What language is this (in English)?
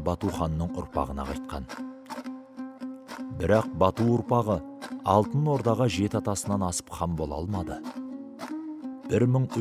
Kazakh